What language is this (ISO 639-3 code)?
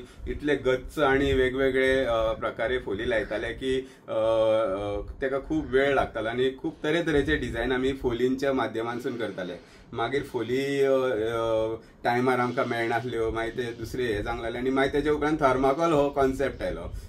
kok